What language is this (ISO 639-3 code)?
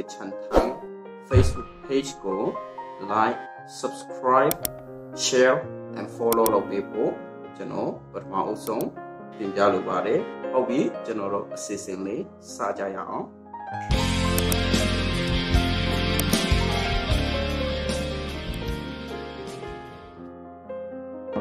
mya